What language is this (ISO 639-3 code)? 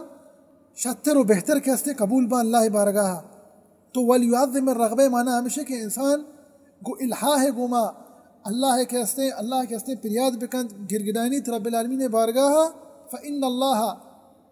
bal